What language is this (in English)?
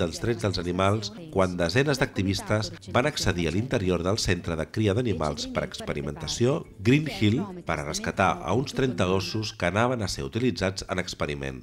Catalan